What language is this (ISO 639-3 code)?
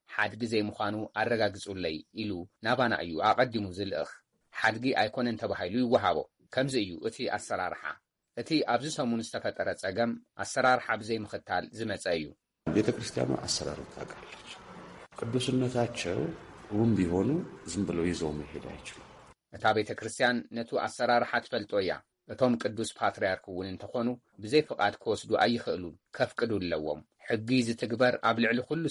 tir